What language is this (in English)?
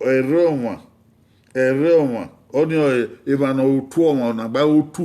Bini